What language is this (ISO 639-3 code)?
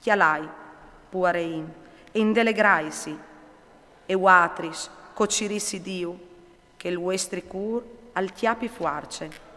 fur